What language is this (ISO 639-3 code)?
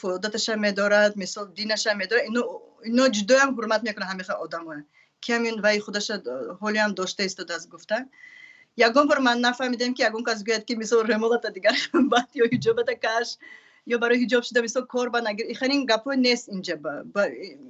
tgk